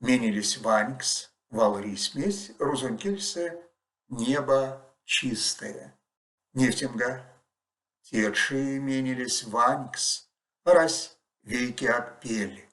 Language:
Erzya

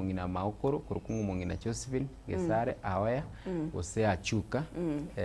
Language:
Gusii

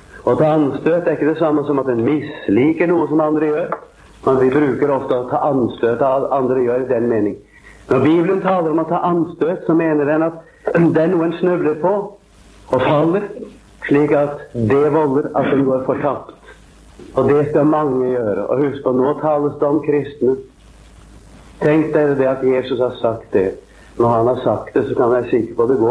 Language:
Norwegian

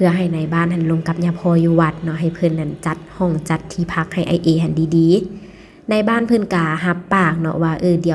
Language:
Lao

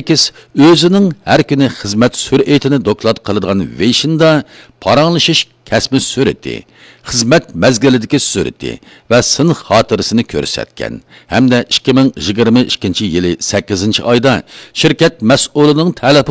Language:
Uyghur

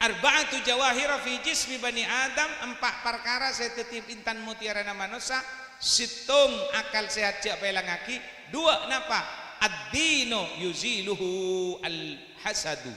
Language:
Madurese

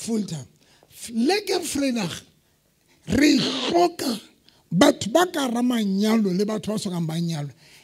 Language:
Southern Sotho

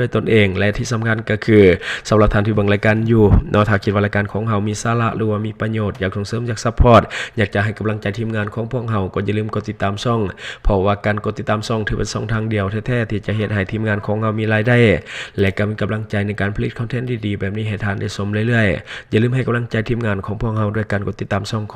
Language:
Lao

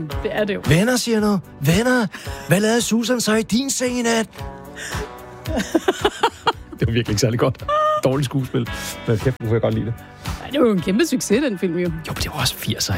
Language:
Danish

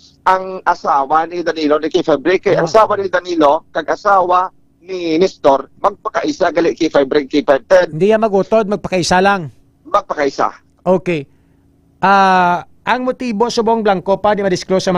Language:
Hiligaynon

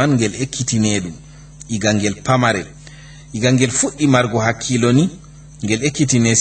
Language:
Fula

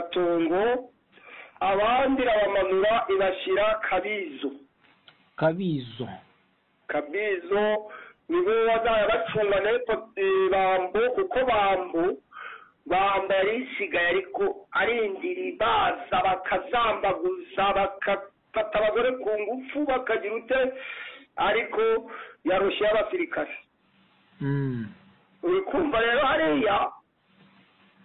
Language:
Kinyarwanda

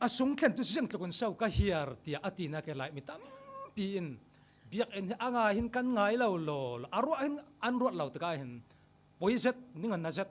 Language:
Falam Chin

